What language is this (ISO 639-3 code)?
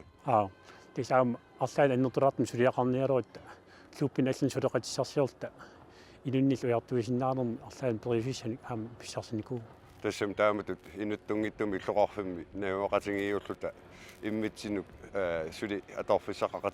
kal